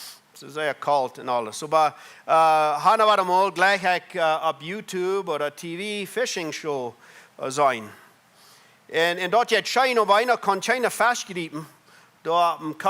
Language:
Plautdietsch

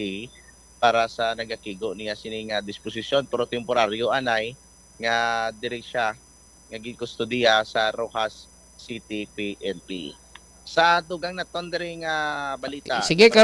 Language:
Hiligaynon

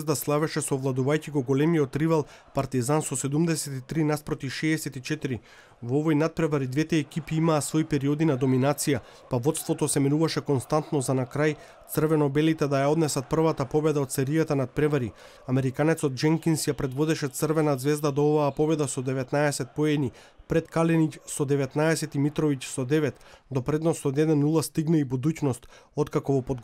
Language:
Macedonian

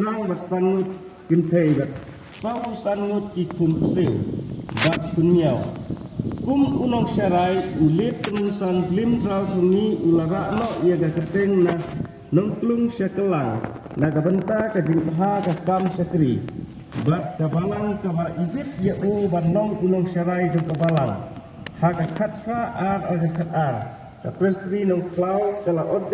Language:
Khasi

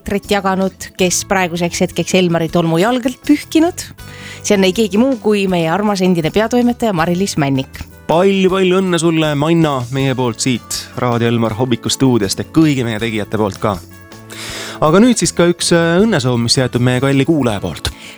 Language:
Estonian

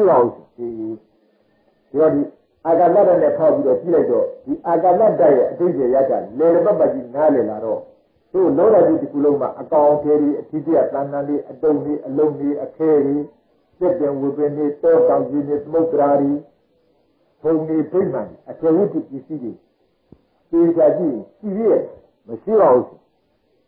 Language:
Burmese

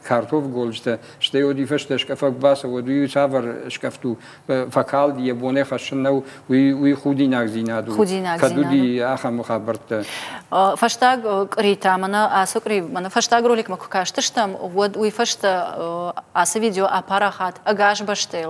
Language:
Ossetic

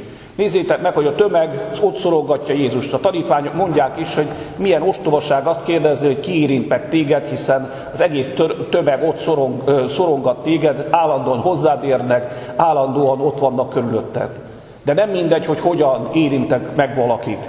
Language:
Hungarian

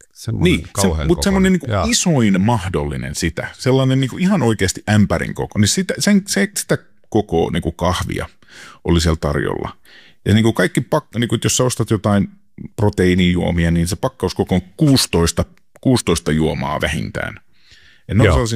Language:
Finnish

